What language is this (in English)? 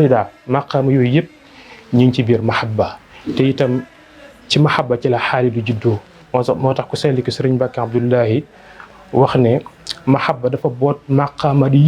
Wolof